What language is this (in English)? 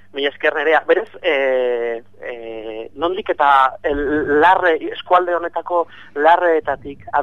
Basque